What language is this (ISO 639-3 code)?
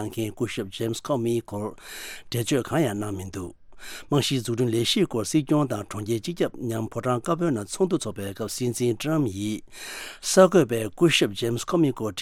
bod